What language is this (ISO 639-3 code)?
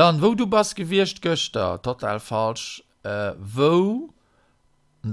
ltz